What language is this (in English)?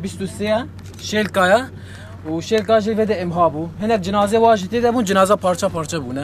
Kurdish